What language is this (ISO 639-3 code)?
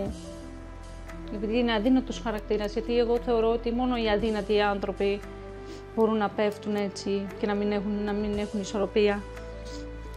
ell